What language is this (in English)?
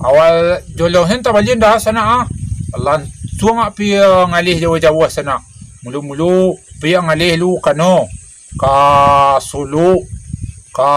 Minangkabau